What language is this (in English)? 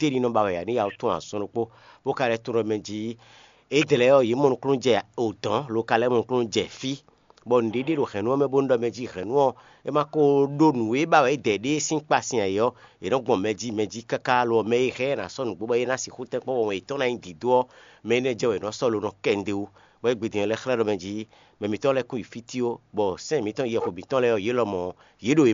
Fon